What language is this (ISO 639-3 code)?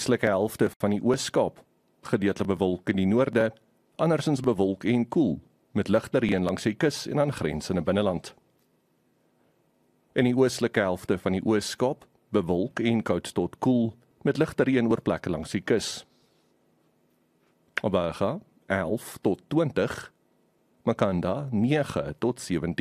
afr